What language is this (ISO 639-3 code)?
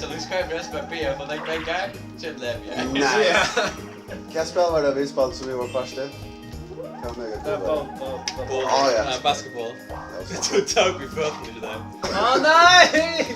fao